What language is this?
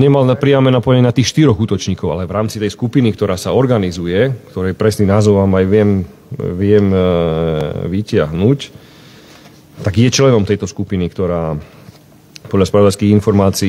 Slovak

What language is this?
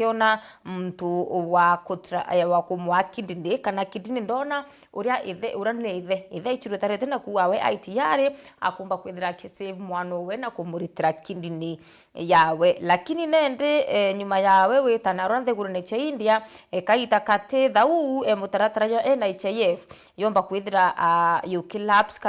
Meru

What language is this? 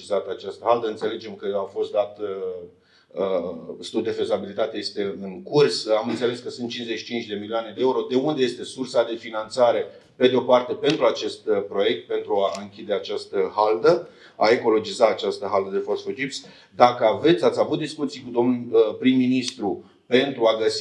Romanian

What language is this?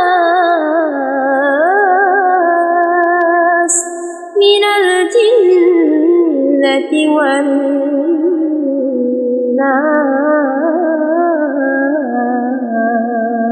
Arabic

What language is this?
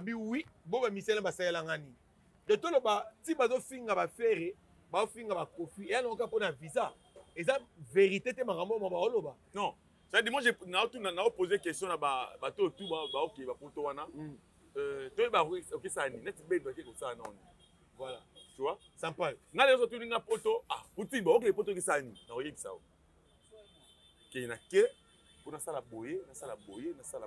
Lingala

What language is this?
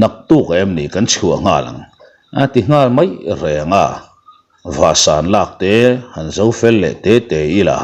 Mizo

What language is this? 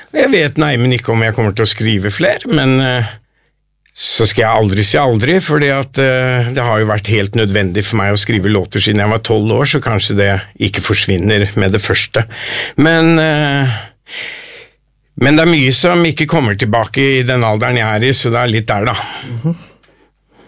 Norwegian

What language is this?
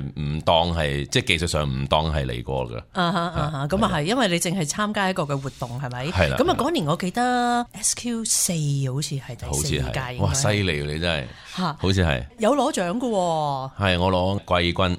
Cantonese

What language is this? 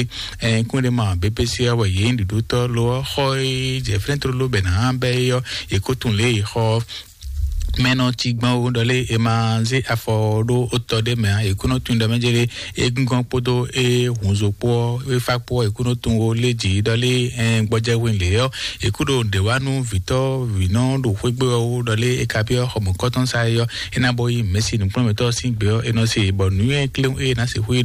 Fon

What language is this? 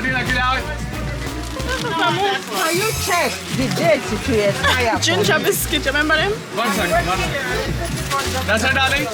Jamaican Creole English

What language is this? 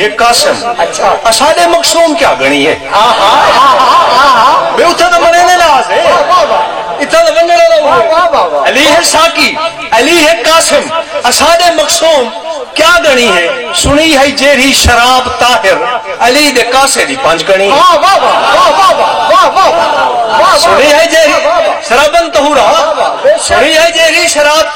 Saraiki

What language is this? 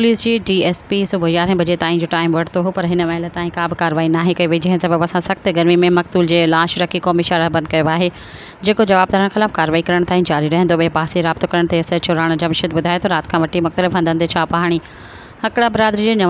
Sindhi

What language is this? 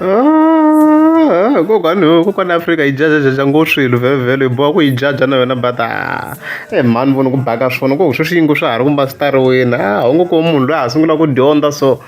Tsonga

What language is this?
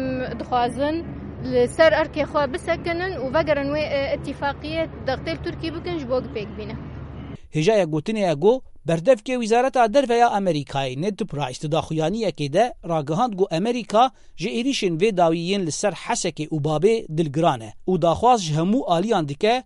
Kurdish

